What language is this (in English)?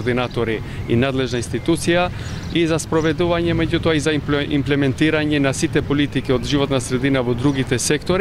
Macedonian